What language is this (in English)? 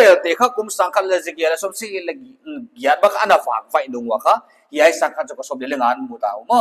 Paite Chin